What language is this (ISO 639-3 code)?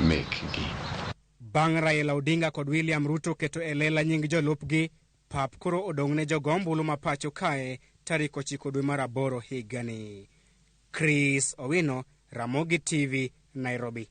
luo